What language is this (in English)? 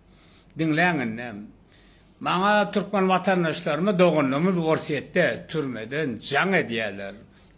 Turkmen